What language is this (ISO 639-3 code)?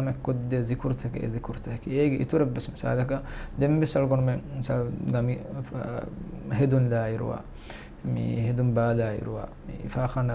div